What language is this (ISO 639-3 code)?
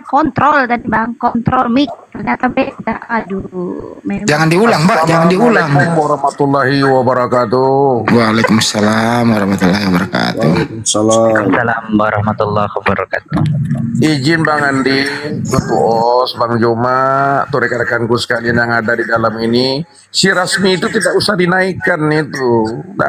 ind